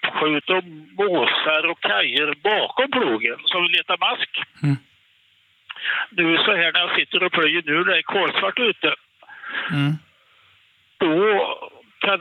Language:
Swedish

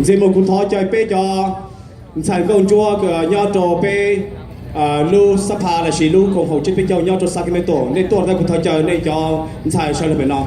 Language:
Hmong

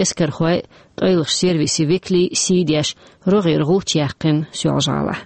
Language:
Chechen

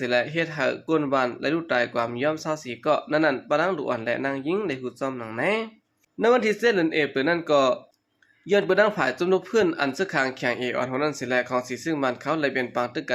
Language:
Shan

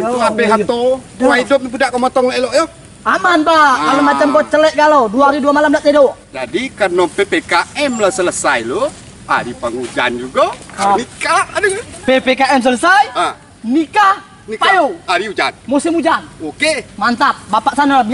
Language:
Minangkabau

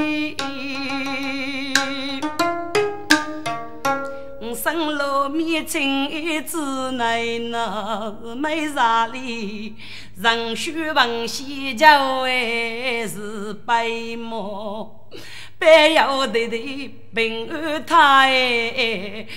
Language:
Chinese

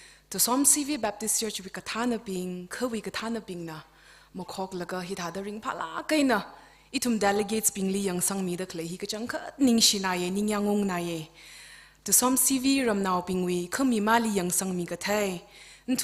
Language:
Tangkhul Naga (India)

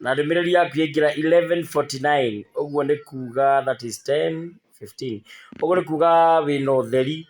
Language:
Kikuyu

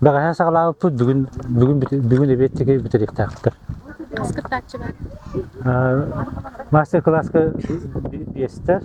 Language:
Yakut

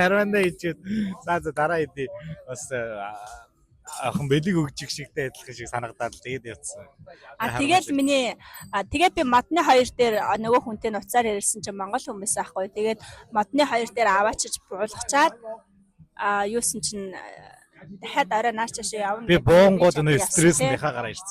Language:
Mongolian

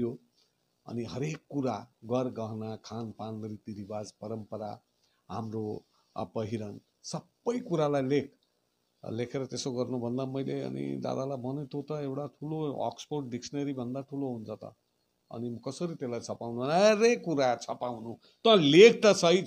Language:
Nepali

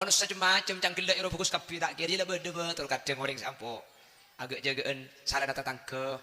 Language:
Madurese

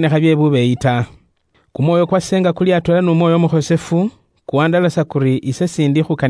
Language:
Luyia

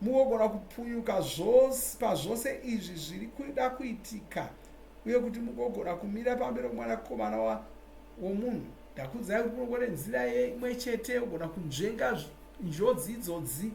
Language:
Shona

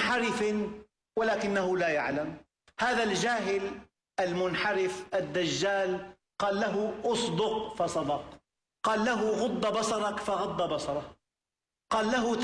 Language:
Arabic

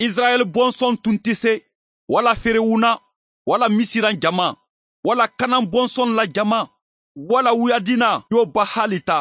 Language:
Bambara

